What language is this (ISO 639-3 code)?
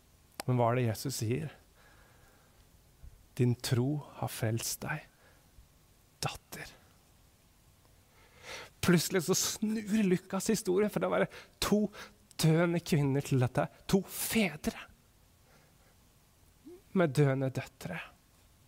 nor